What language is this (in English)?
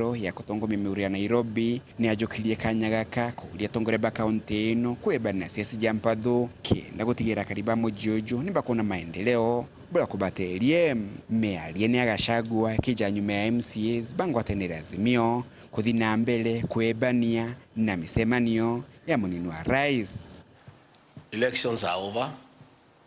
Meru